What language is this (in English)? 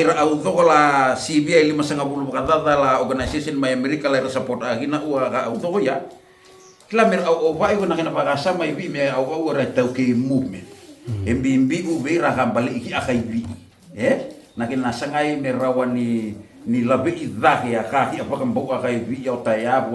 Fijian